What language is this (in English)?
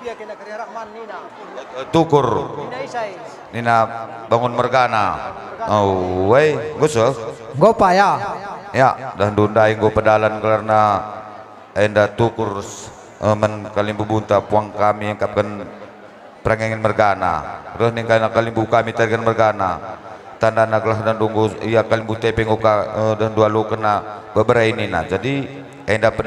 Batak Karo